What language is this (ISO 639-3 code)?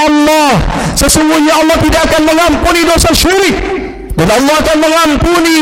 ind